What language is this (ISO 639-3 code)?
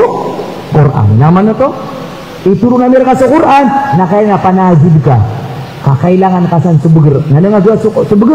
mrw